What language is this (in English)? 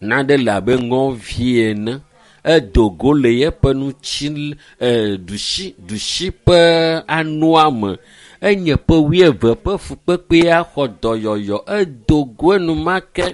Ewe